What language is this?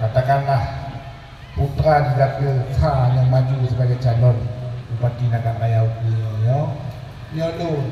Achinese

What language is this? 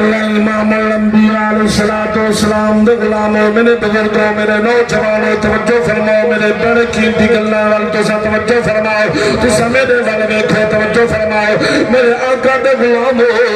Saraiki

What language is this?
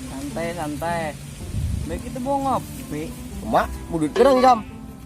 Banjar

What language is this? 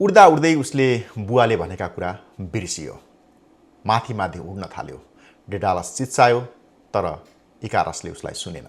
Nepali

